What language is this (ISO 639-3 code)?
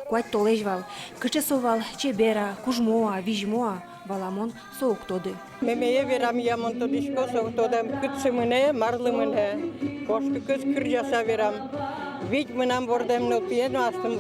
udm